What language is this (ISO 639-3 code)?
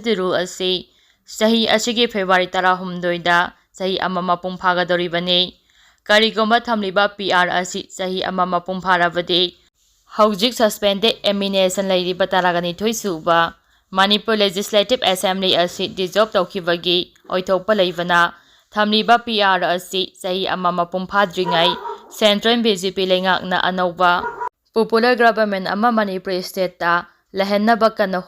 mni